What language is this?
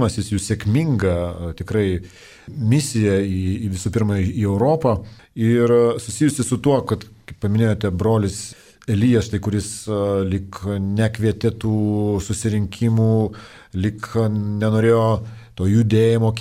Lithuanian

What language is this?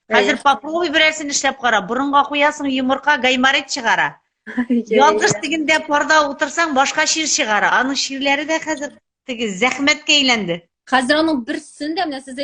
Tatar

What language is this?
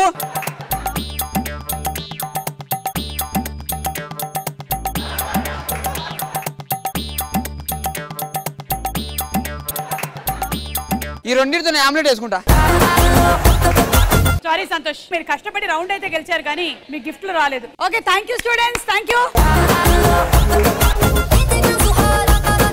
Telugu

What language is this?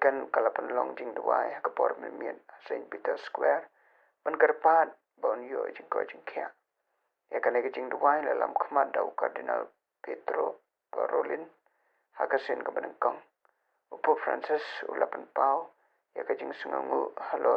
Khasi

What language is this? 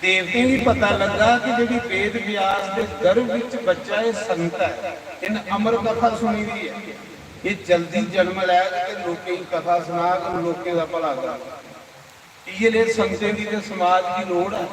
Dogri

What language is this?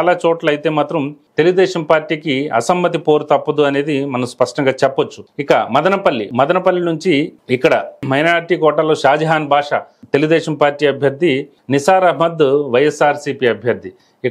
Telugu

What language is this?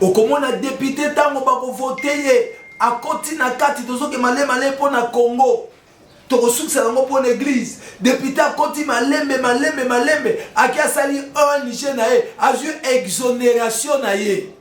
Lingala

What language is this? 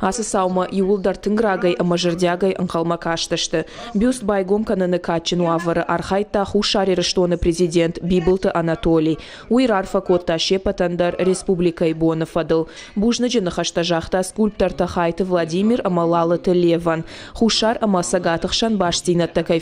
Ossetic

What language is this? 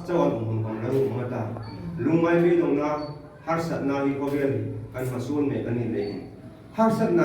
Hmar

